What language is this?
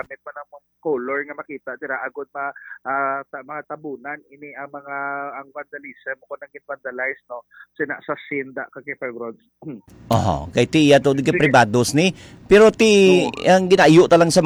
Hiligaynon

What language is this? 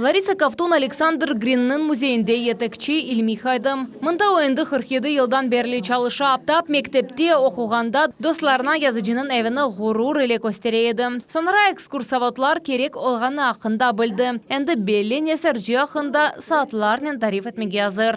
Crimean Tatar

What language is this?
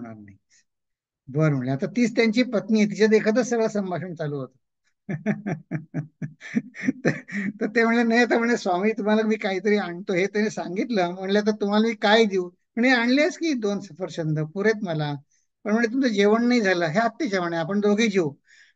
Marathi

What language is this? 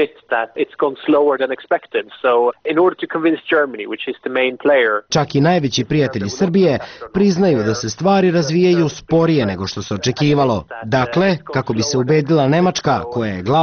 Serbian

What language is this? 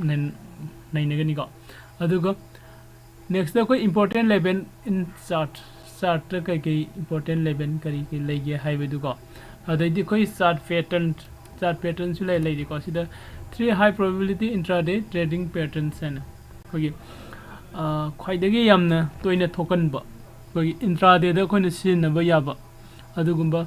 Manipuri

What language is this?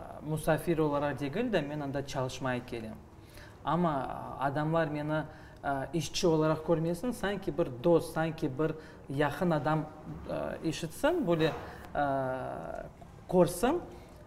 Crimean Tatar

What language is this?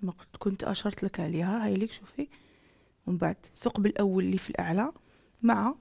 Algerian Arabic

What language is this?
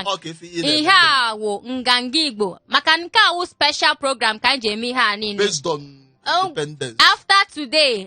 Igbo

